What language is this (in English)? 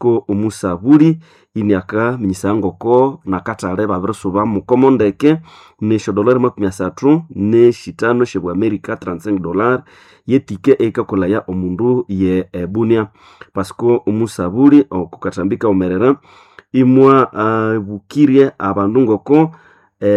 Nande